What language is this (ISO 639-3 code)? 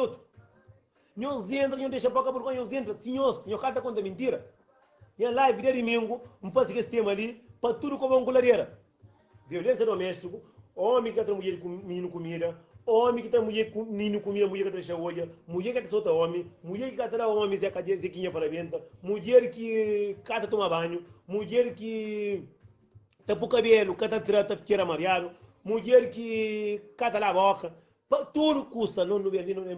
kea